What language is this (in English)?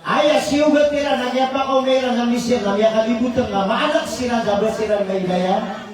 Maranao